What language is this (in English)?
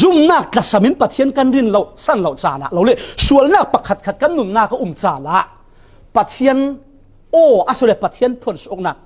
Falam Chin